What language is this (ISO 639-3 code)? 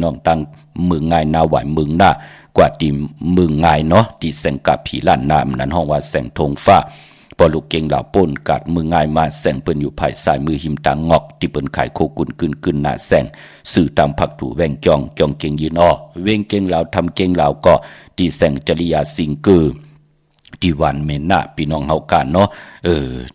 shn